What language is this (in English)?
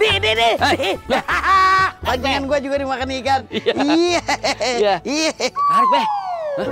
Betawi